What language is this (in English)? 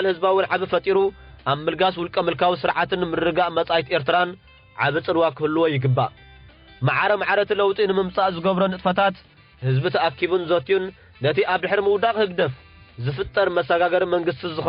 Tigrinya